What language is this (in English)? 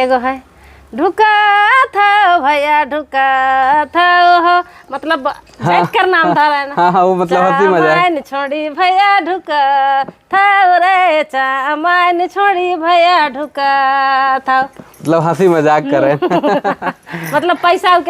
Sadri